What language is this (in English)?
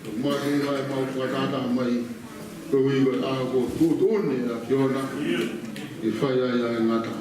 Tongan